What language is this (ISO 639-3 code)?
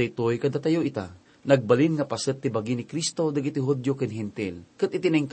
ilo